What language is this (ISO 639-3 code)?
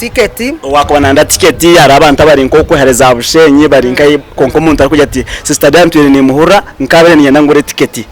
nyn